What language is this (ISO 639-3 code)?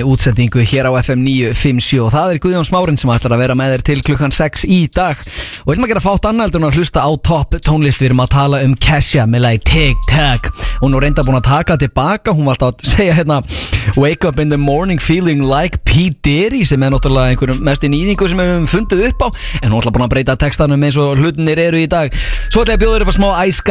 isl